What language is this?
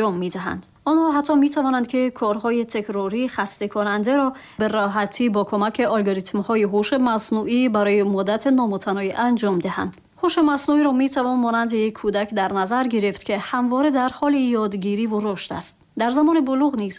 Tajik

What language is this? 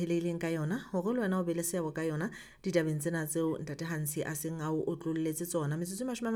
Southern Sotho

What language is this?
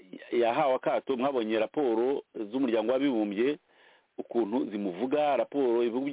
Kinyarwanda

